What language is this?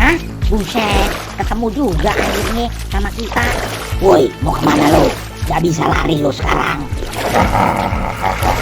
Betawi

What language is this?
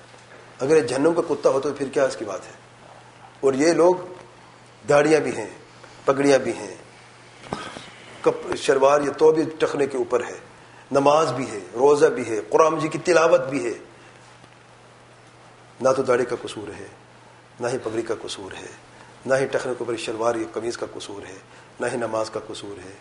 Urdu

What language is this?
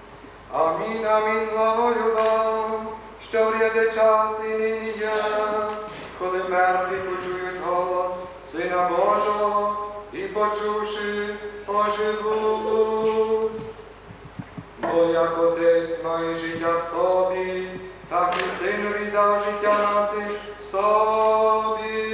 Ukrainian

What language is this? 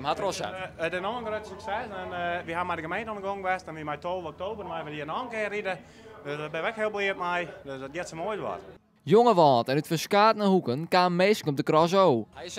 Western Frisian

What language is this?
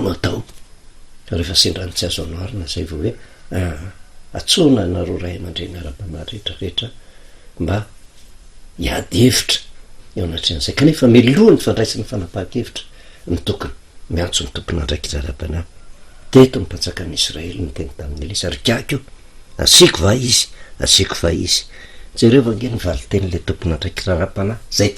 Malagasy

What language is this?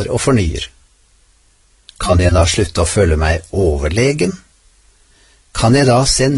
Norwegian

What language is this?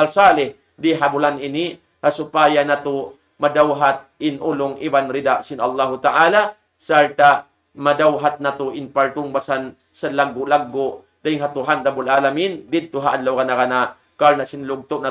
Tausug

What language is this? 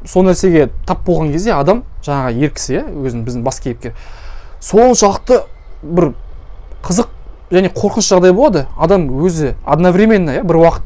Kazakh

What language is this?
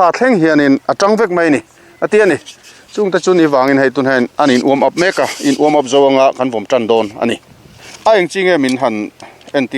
Mizo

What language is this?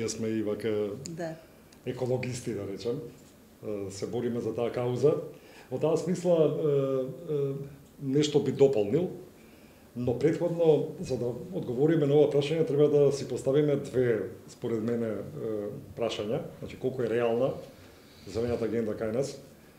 Macedonian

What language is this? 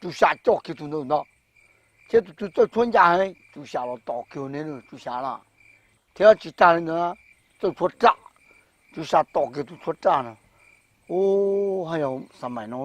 Hmong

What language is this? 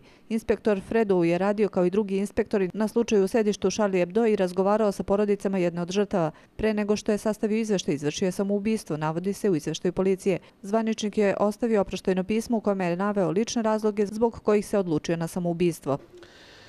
Serbian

